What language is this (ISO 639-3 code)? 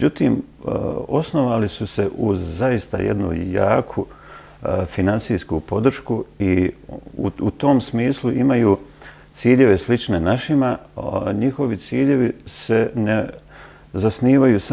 bos